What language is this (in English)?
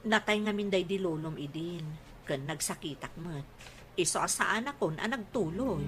Iloko